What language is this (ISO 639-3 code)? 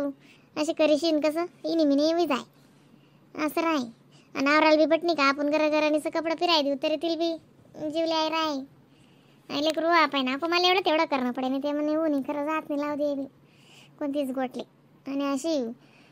khn